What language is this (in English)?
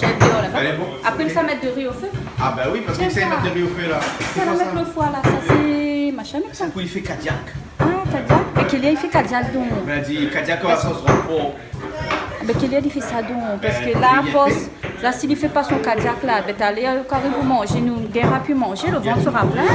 Réunion Creole French